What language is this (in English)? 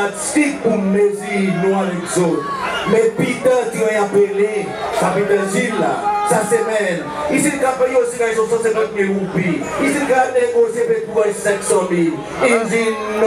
Seselwa Creole French